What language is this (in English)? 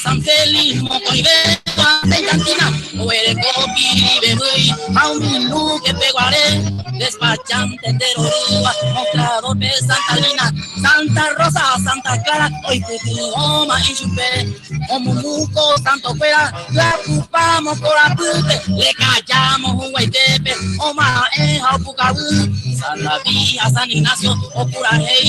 Guarani